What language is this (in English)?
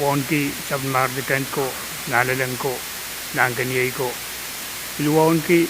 Pohnpeian